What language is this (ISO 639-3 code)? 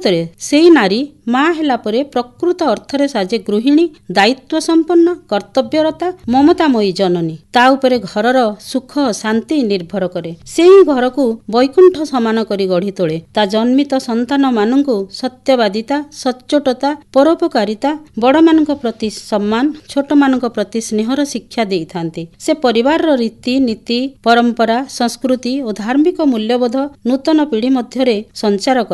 ori